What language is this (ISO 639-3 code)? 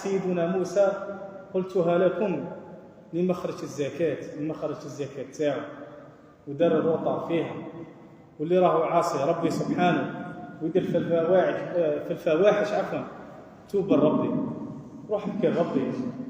arq